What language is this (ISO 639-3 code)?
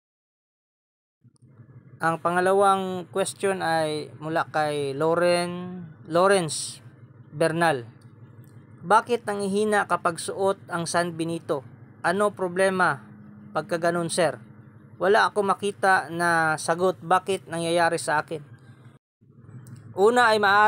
fil